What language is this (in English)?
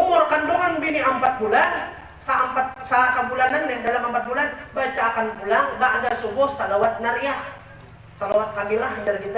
Banjar